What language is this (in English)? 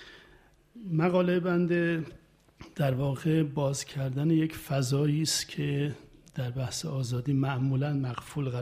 Persian